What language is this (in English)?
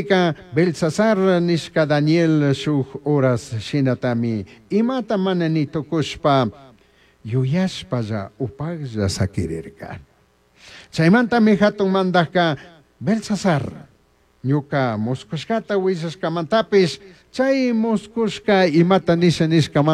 Chimborazo Highland Quichua